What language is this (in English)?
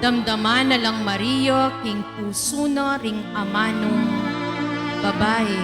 Pampanga